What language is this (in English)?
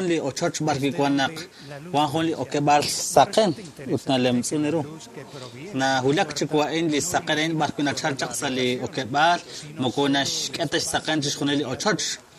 Kekchí